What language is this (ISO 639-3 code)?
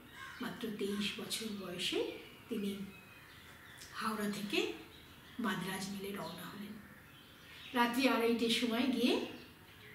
ben